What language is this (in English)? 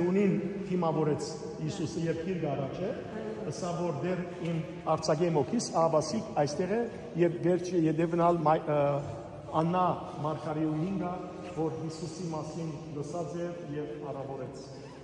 Western Armenian